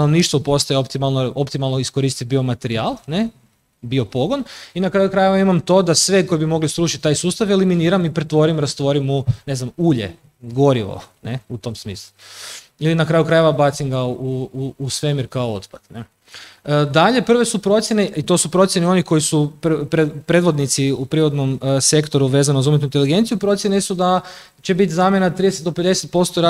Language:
Croatian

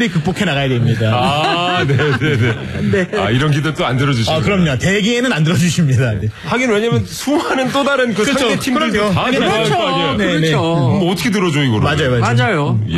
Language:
Korean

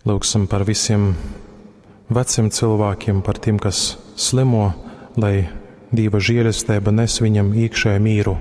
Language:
Latgalian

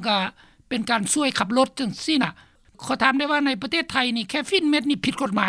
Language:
Lao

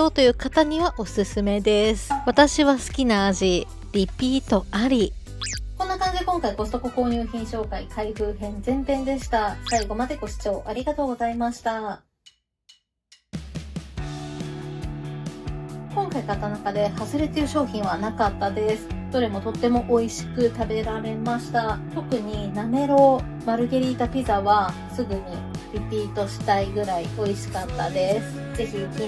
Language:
Japanese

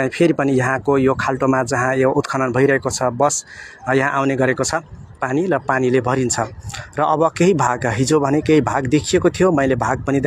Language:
Nepali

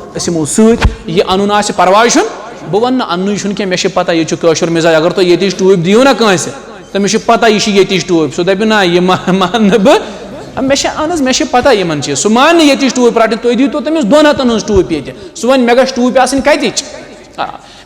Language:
Kashmiri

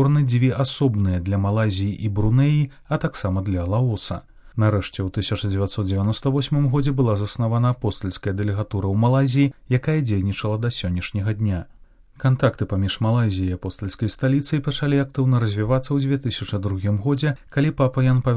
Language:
Belarusian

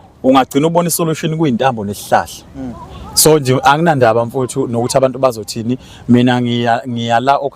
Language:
Zulu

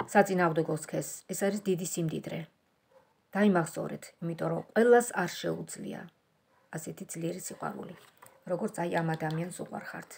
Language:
Georgian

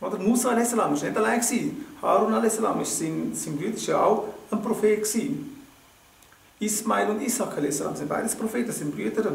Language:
Swiss German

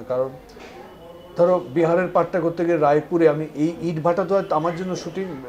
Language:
Bangla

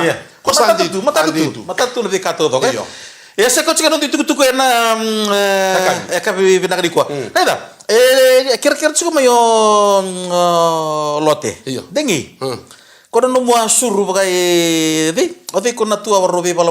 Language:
Fijian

